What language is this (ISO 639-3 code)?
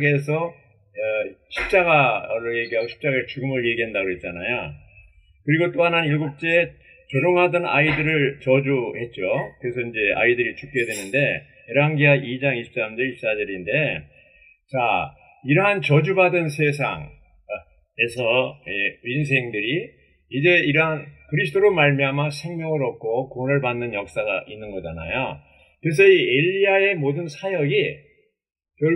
kor